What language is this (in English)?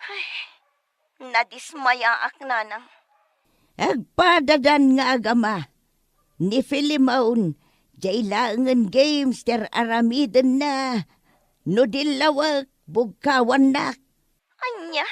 Iloko